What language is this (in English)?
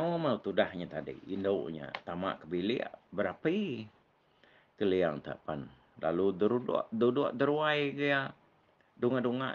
Iban